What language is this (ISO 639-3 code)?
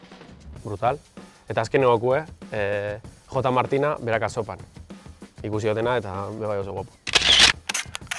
eus